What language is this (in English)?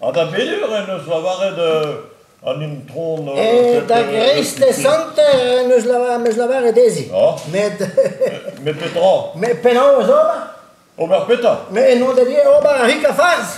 Breton